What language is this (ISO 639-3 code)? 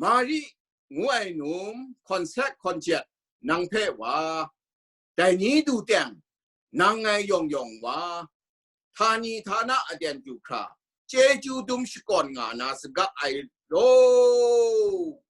kac